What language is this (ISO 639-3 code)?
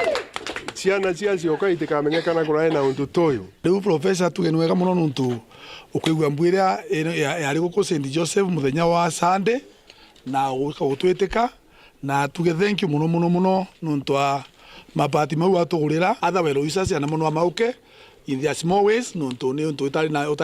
mer